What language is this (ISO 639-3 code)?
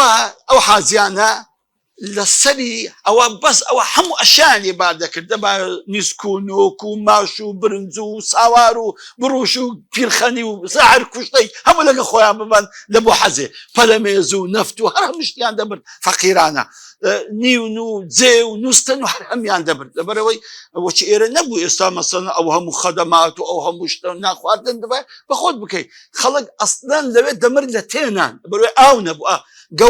ckb